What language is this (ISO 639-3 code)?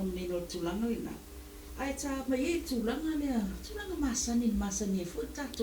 smo